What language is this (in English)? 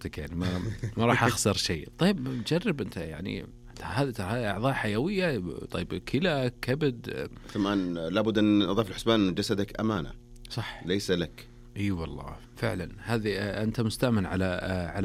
Najdi Arabic